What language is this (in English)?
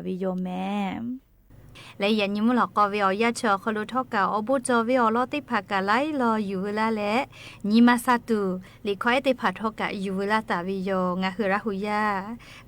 Lahu